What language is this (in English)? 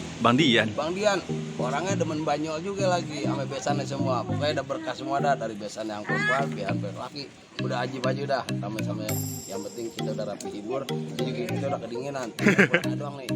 Betawi